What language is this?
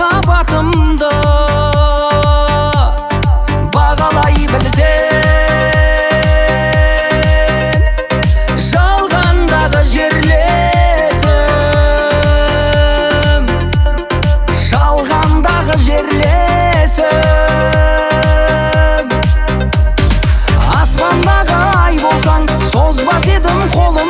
Kazakh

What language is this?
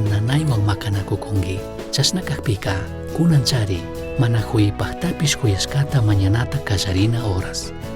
Chimborazo Highland Quichua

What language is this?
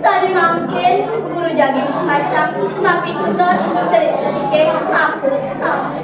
Balinese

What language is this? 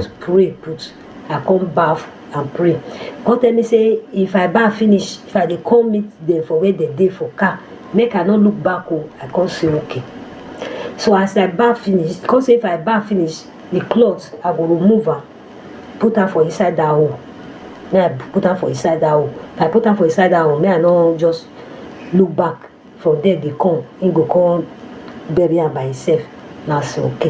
Nigerian Pidgin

